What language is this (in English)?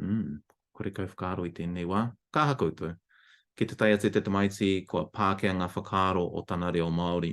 Māori